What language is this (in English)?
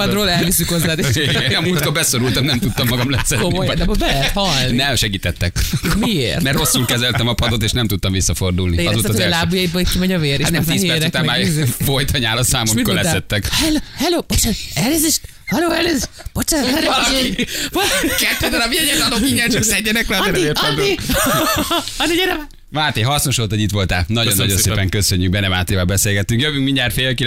Hungarian